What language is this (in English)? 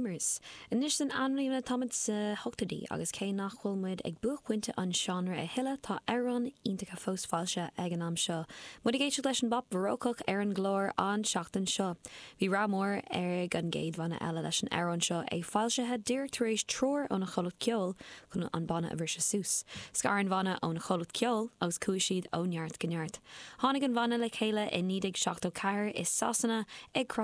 Irish